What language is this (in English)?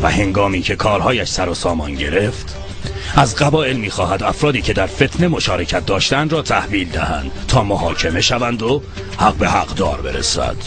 Tajik